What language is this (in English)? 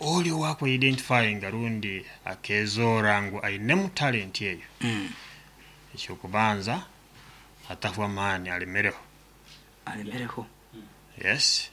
Nyoro